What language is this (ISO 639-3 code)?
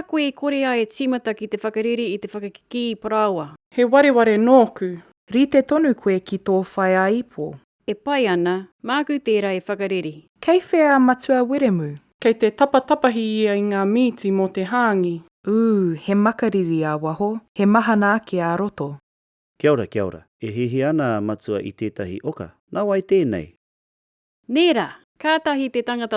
mri